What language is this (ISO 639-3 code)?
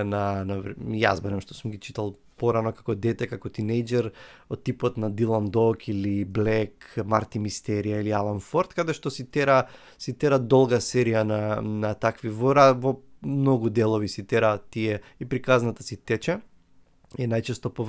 mkd